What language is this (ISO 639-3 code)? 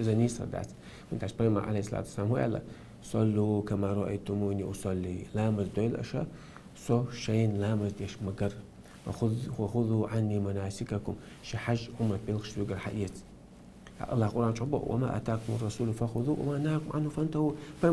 che